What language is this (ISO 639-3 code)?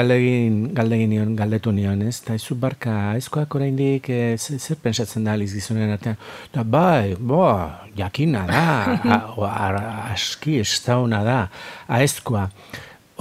eus